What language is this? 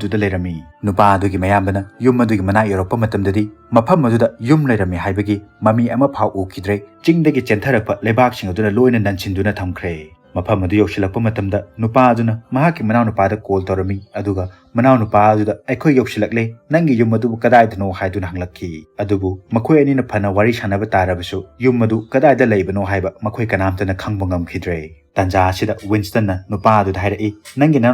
Manipuri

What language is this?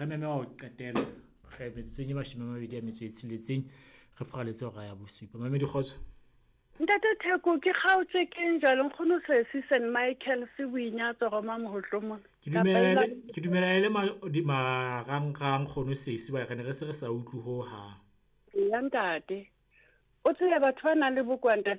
Southern Sotho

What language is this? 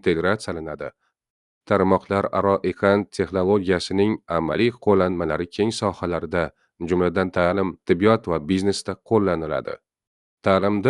Uzbek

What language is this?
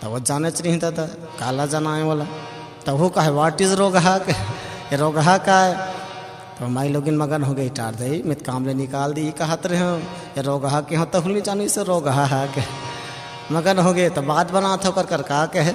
Chhattisgarhi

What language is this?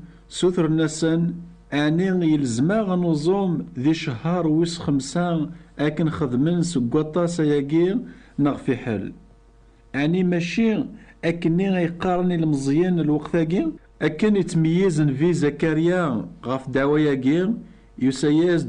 Kabyle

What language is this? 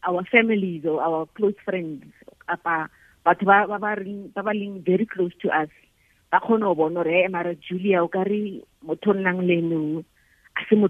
Tswana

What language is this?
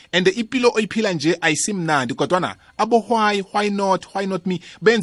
South Ndebele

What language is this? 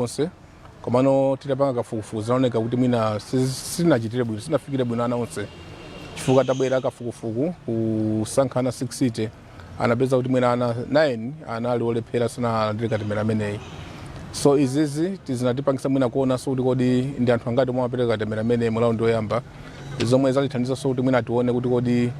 Nyanja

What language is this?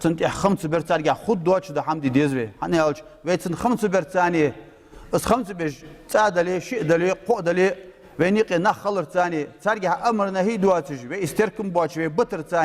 Ingush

